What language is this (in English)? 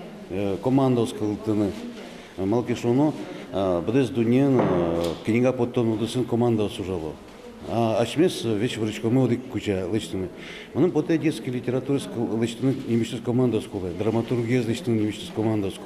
Udmurt